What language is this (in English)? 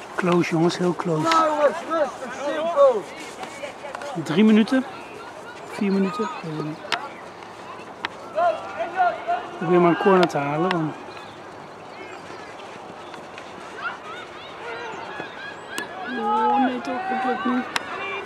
Dutch